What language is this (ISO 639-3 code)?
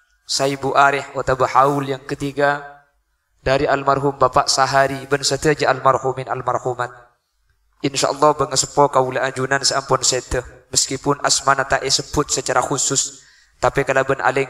mad